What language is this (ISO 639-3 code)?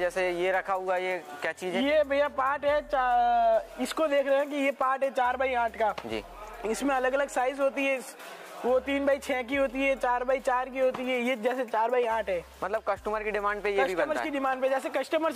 hin